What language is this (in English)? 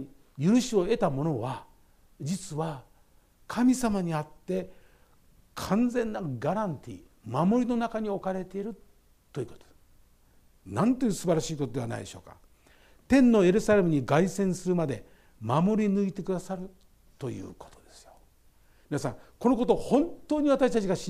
Japanese